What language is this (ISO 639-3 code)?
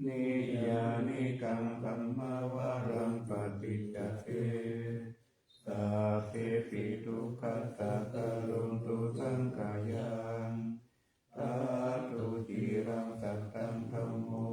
pli